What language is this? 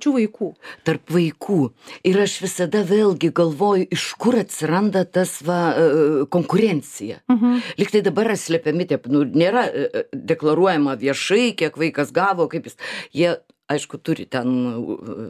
Lithuanian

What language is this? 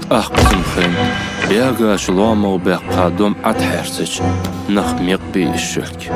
Ingush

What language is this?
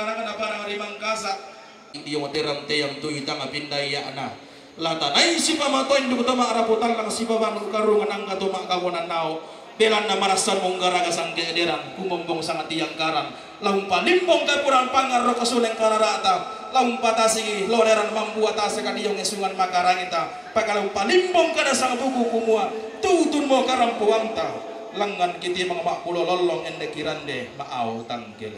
Toraja-Sa'dan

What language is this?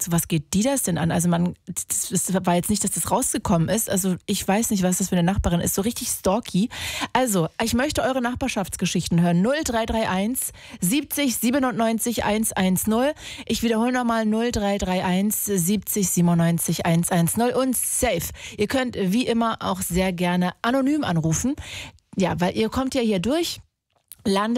German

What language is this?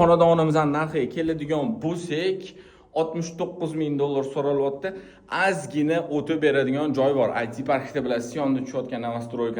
Uzbek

